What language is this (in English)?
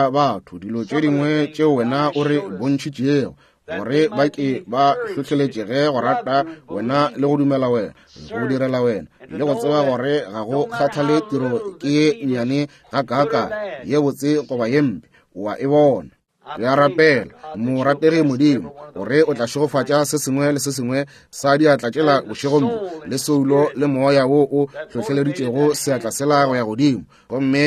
Northern Sotho